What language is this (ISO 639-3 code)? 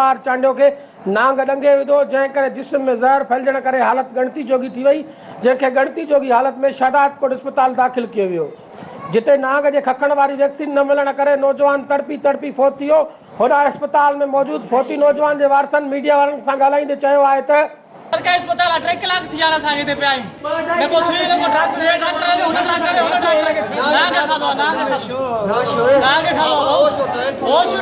snd